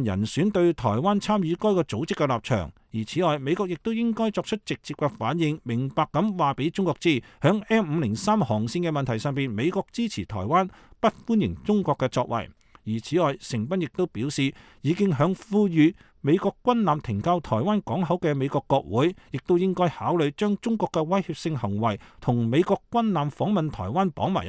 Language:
Cantonese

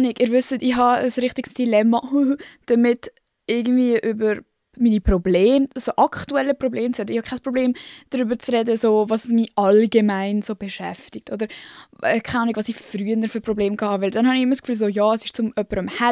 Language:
Swiss German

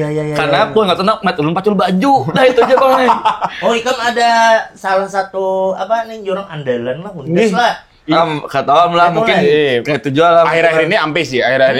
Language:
Banjar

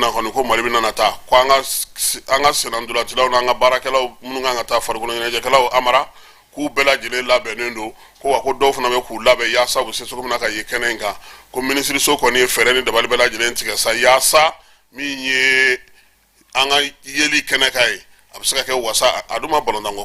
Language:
Bambara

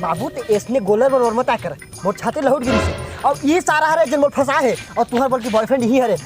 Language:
Chhattisgarhi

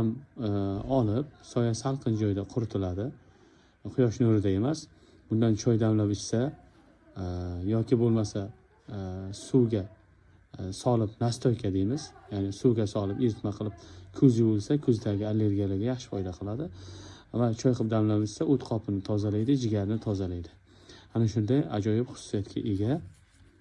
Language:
Uzbek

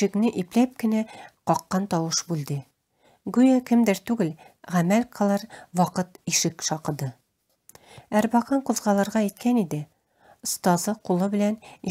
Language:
Tatar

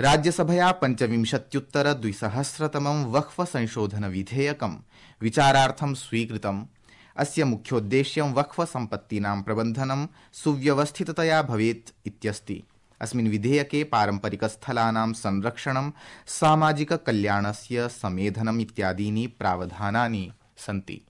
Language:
Sanskrit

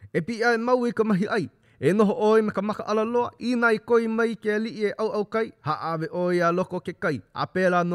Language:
Hawaiian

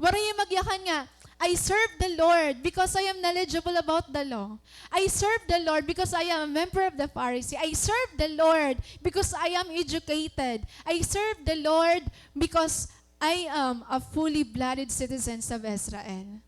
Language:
Waray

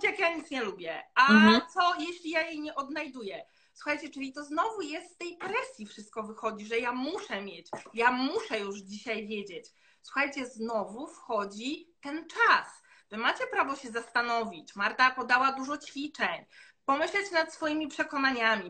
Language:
Polish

